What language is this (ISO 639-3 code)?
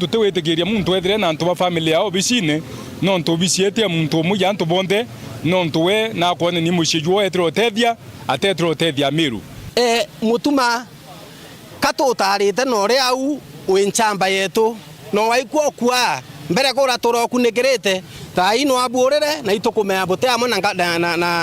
mer